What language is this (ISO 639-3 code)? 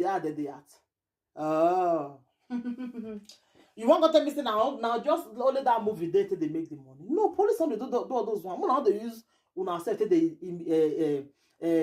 pcm